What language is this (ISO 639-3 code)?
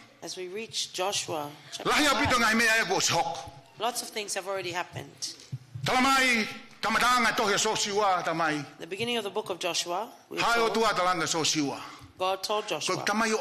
ton